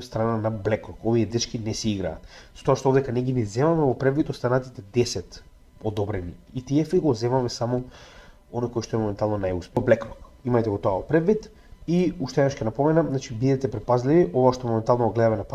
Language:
Macedonian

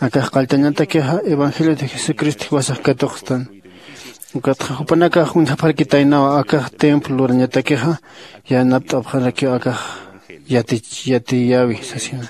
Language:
Aymara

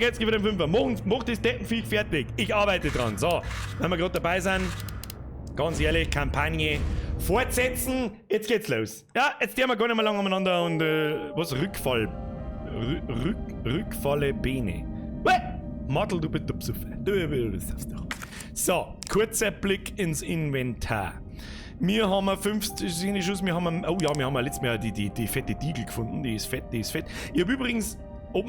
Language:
Bavarian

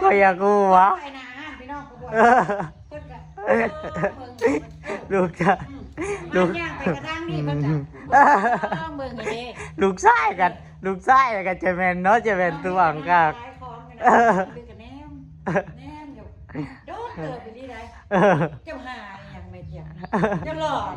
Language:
Northeastern Thai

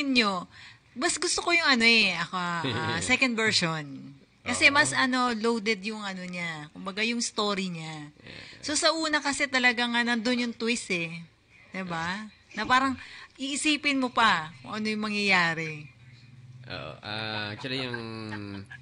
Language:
Filipino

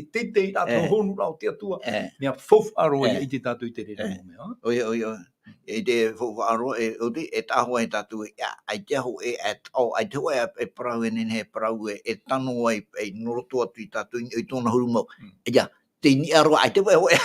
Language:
Tahitian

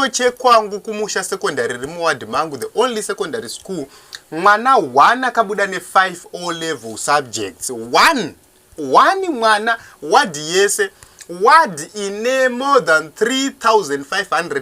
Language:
Shona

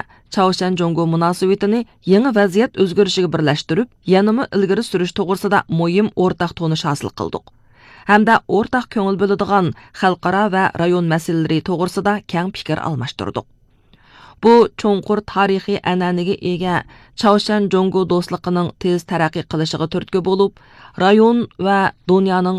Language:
Uyghur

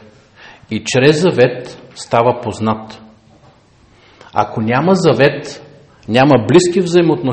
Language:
Bulgarian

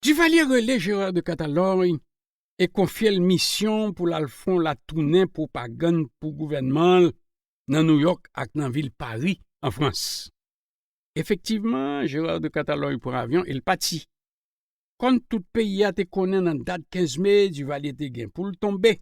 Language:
Haitian Creole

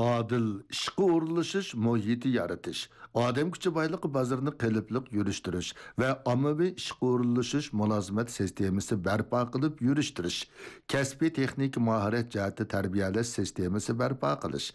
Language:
Uyghur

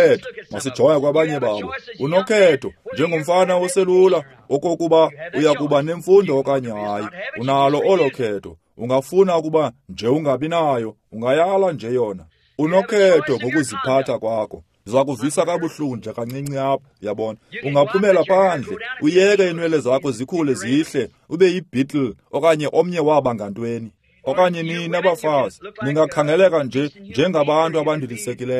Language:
Xhosa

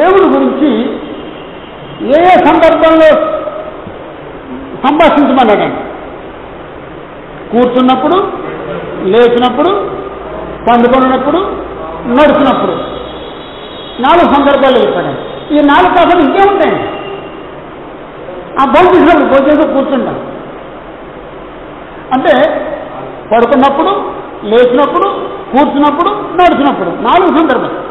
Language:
Telugu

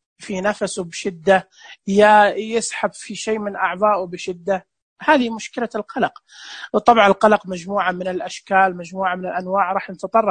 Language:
Najdi Arabic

